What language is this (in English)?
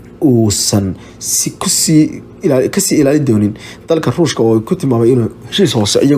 Somali